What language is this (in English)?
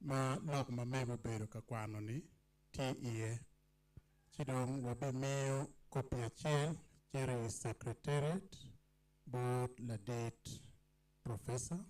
Acoli